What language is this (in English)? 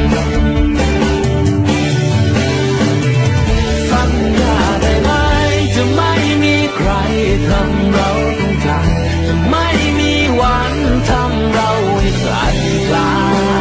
Thai